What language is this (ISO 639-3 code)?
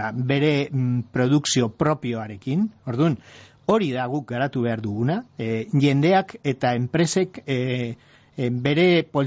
eus